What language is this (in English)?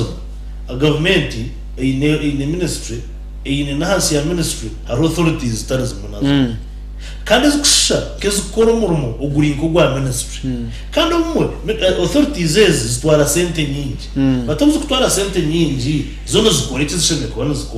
Nyankole